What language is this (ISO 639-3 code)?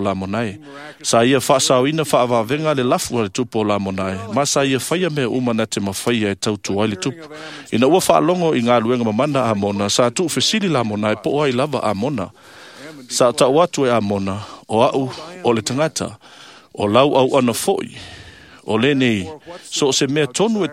smo